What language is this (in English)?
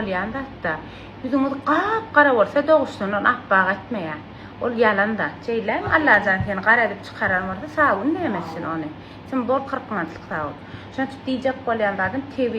Turkmen